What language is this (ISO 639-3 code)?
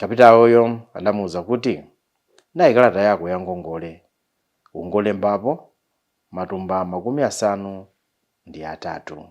nya